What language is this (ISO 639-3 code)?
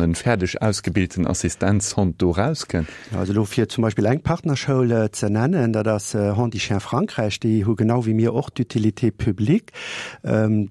ltz